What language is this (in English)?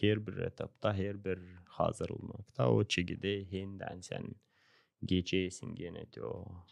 Gagauz